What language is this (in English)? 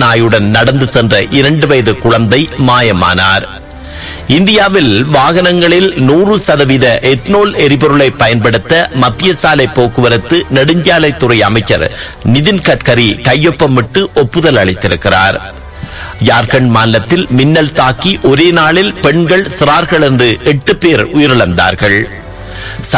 Tamil